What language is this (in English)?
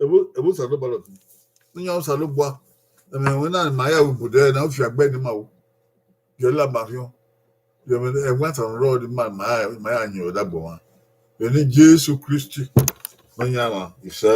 Bini